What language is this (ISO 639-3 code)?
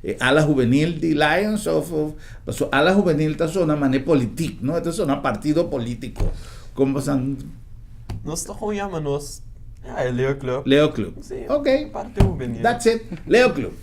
pap